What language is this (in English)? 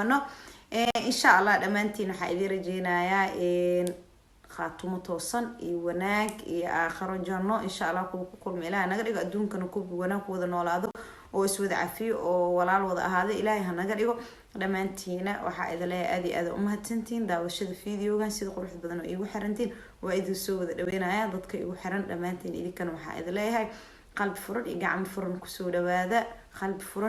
Somali